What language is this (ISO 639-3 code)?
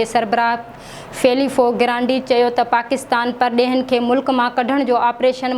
snd